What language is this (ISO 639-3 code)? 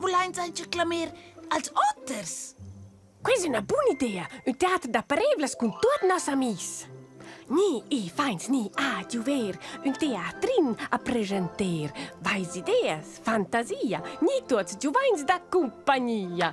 roh